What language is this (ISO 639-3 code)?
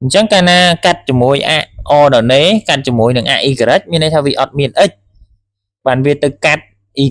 khm